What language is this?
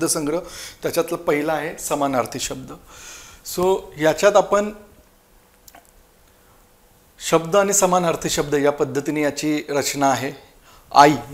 Marathi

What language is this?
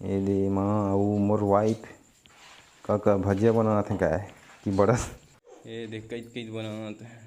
Chhattisgarhi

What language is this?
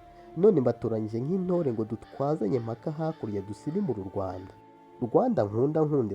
Kinyarwanda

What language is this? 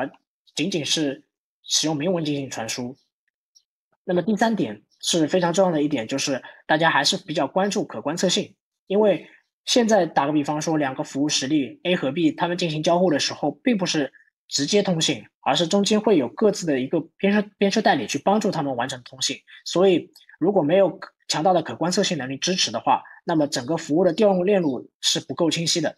Chinese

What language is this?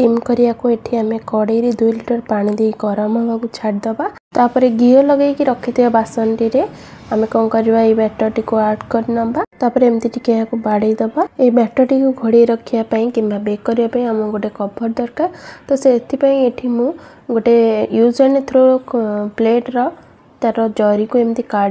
Odia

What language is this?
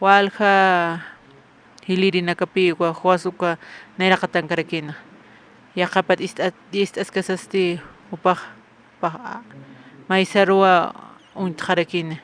Aymara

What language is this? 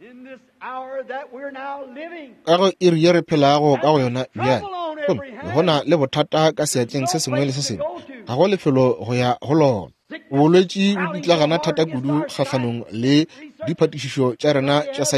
Northern Sotho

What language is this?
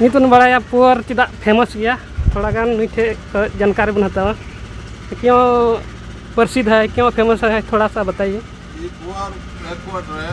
Santali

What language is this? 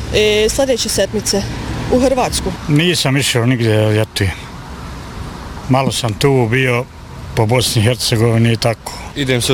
Bosnian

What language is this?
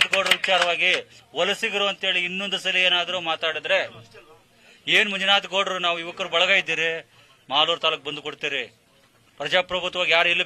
Kannada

